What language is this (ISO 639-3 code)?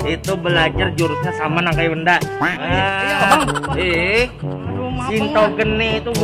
bjn